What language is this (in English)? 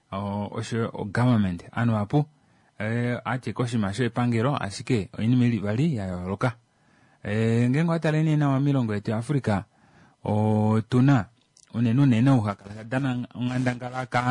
Kuanyama